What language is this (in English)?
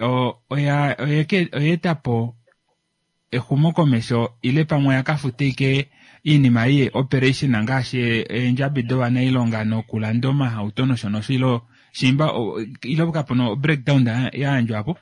Kuanyama